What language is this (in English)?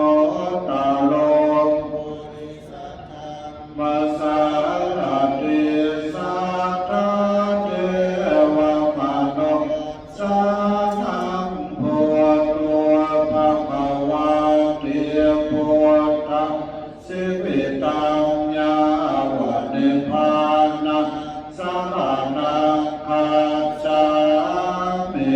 Pali